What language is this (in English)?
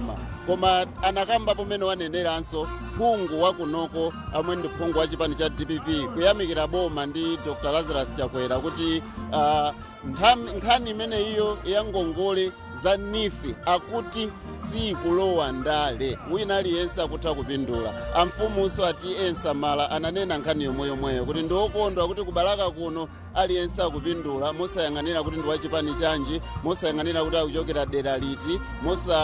Nyanja